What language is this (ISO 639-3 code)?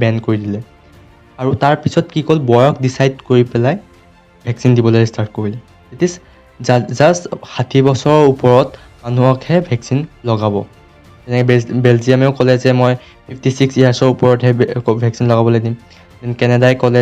asm